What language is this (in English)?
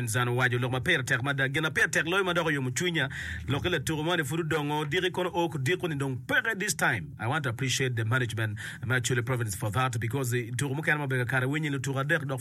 Acoli